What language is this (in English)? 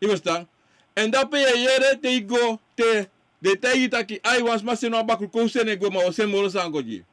Sranan Tongo